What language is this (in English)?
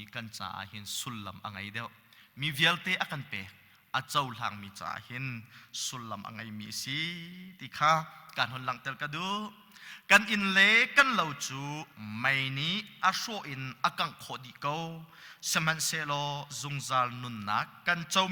Hakha Chin